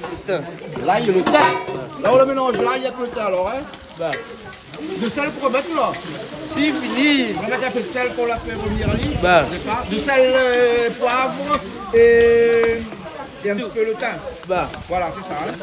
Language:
Réunion Creole French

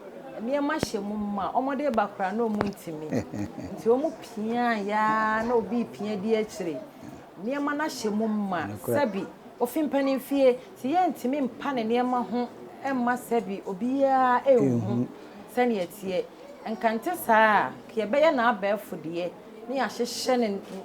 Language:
Akan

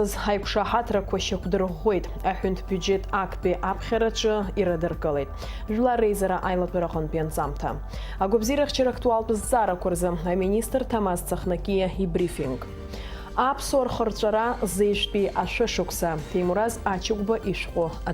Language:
Abkhazian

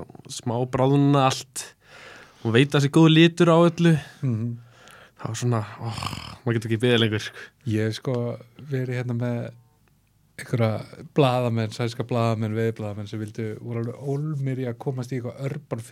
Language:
Icelandic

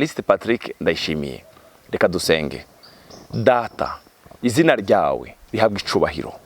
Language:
Rundi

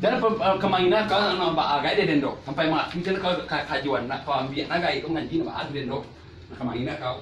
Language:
Minangkabau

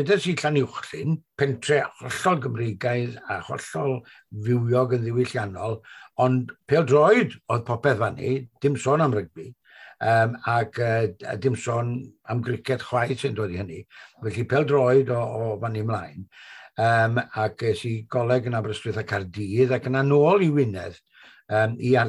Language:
Welsh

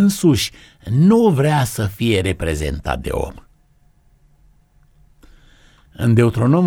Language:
Romanian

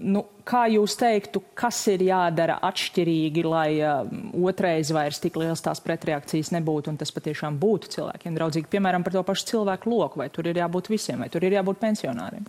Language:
Latvian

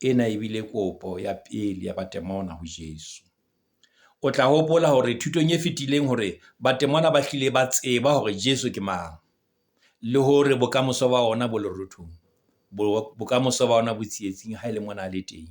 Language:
Southern Sotho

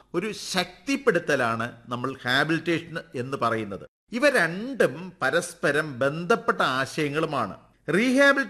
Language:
Malayalam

